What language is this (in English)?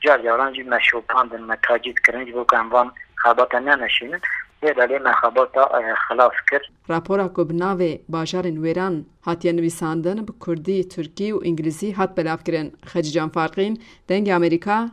Kurdish